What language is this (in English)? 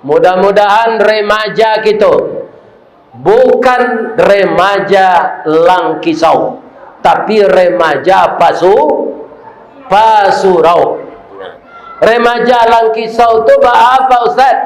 Minangkabau